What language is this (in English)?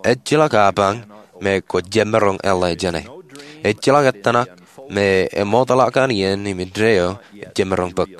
Marshallese